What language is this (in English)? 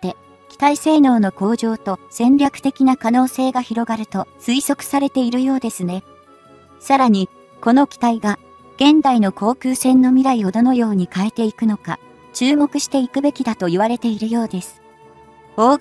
Japanese